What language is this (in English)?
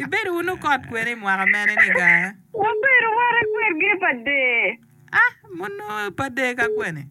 Acoli